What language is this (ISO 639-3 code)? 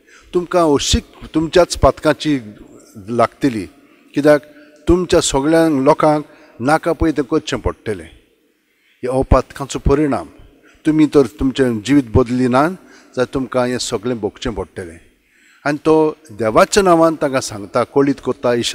kok